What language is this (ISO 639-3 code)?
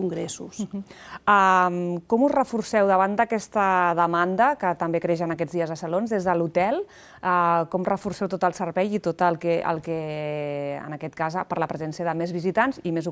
cat